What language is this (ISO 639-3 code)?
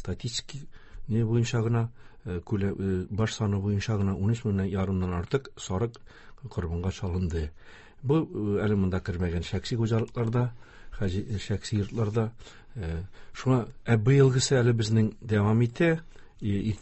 tat